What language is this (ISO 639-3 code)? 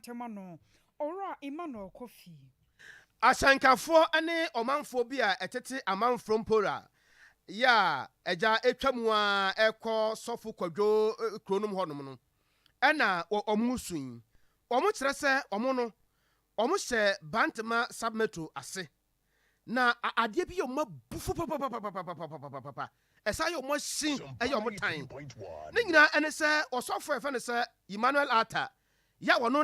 aka